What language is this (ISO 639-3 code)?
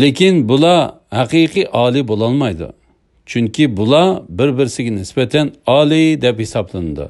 uig